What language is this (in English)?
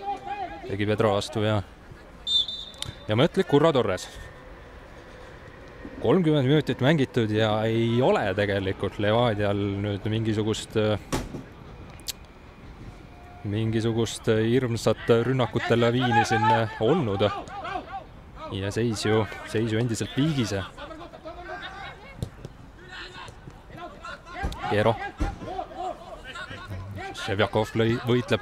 Estonian